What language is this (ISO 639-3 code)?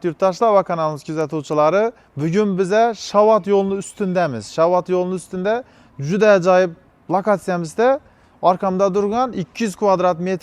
uzb